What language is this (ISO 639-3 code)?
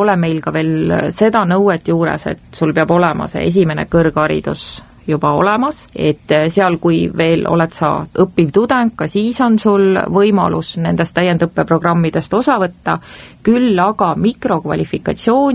est